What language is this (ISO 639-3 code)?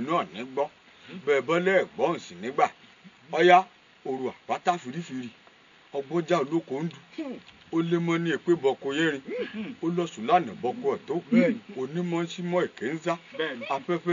yor